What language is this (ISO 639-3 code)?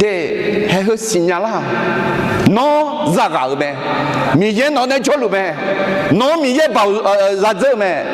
ahk